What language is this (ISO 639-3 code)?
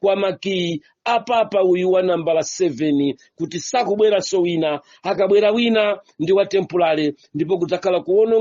nya